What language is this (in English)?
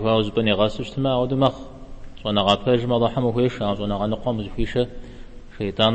Kabardian